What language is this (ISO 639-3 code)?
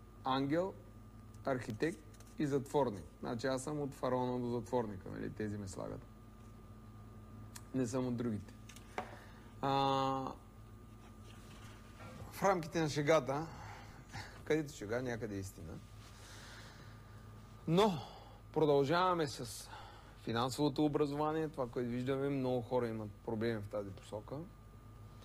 bul